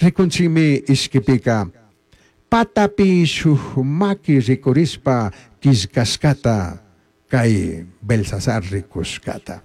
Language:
Chimborazo Highland Quichua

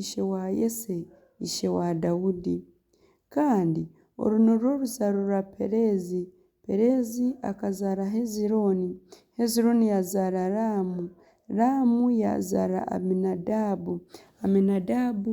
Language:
Nyankole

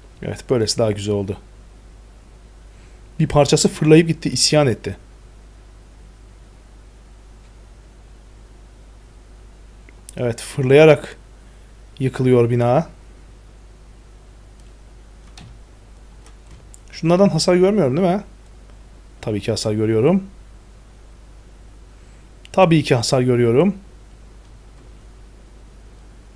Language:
Turkish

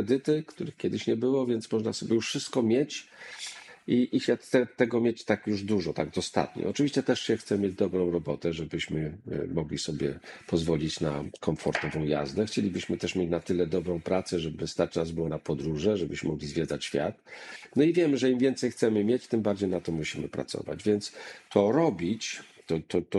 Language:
Polish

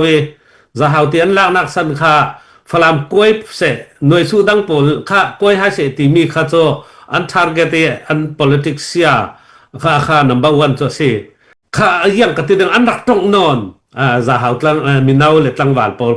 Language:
Falam Chin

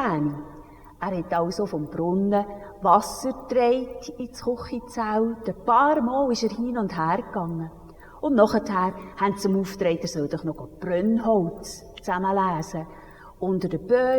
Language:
Swiss German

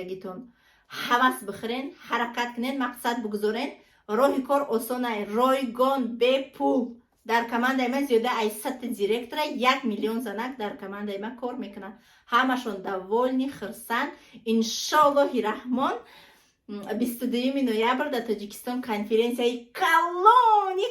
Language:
Tajik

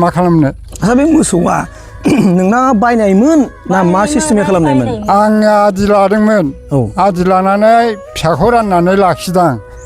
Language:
Bodo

